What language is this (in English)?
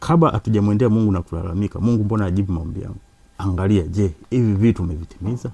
Swahili